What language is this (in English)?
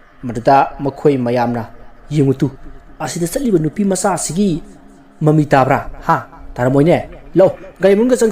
Manipuri